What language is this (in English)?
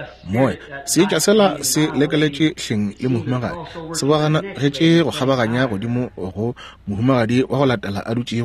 Northern Sotho